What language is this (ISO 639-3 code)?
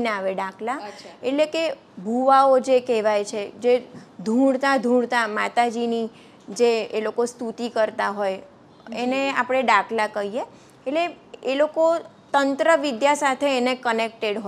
guj